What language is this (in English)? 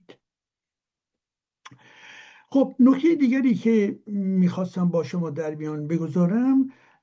Persian